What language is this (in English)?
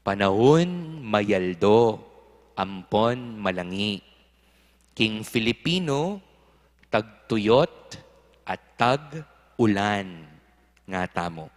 Pampanga